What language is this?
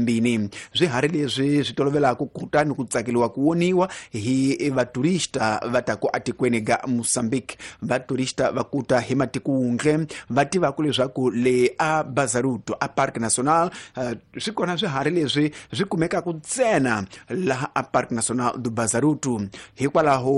Tsonga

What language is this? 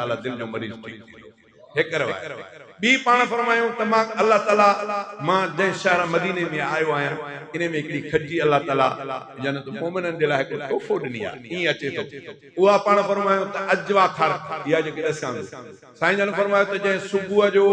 Sindhi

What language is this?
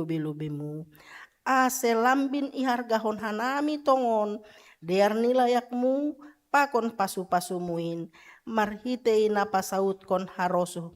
Batak Simalungun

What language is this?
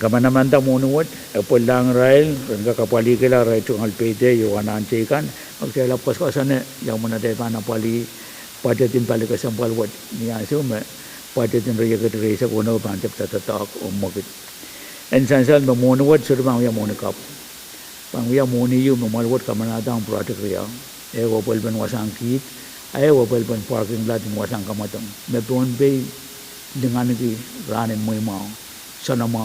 Pohnpeian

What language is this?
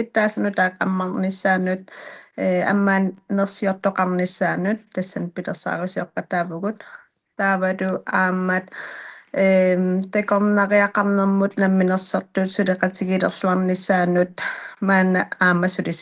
Kalaallisut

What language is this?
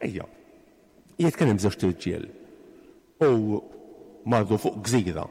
Maltese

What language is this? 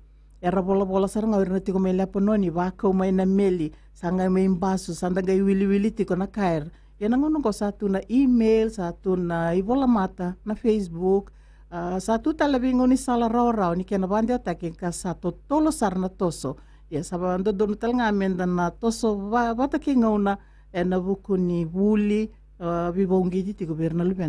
Fijian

